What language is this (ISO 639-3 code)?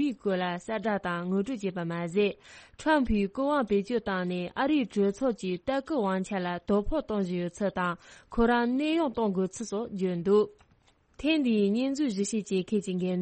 bod